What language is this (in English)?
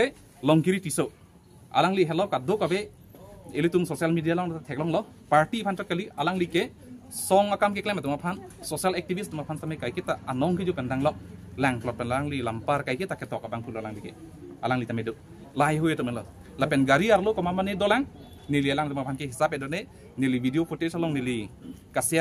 Karbi